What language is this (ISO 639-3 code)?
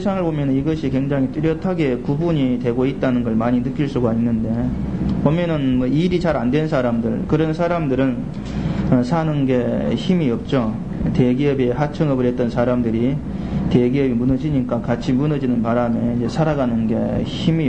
kor